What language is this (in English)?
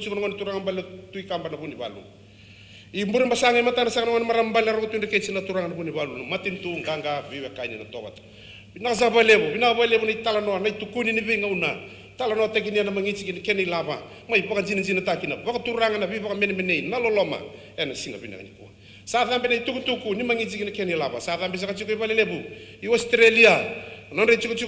Fijian